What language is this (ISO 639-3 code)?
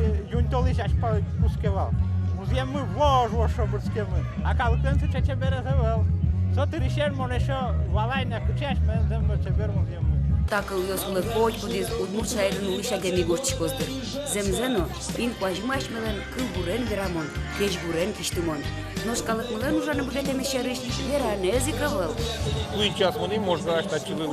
udm